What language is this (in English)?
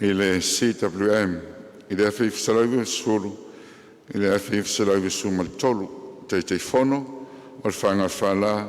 Samoan